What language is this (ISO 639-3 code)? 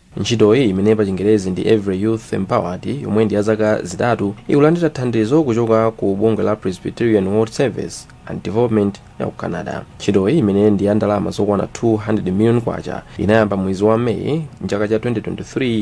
nya